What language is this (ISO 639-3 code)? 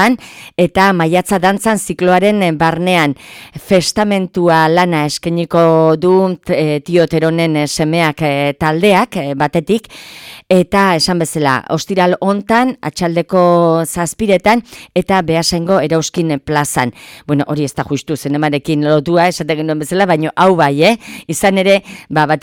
eus